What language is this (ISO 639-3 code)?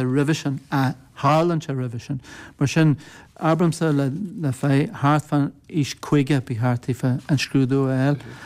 gle